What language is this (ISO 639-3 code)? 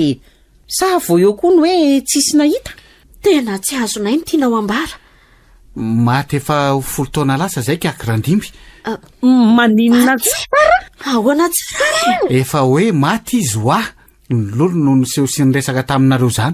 mlg